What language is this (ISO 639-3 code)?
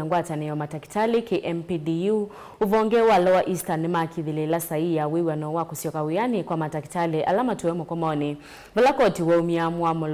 kam